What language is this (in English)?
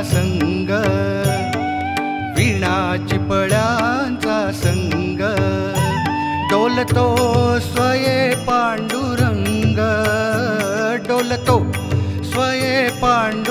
Marathi